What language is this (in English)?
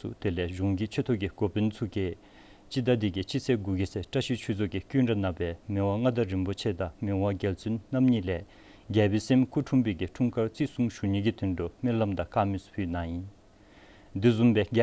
Dzongkha